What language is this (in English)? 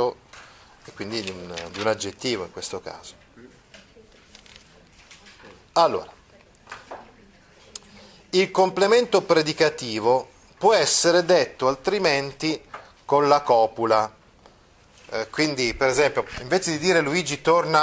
Italian